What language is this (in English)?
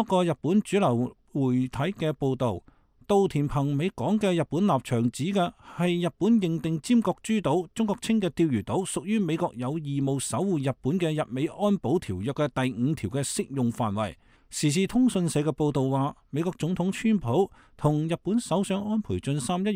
Cantonese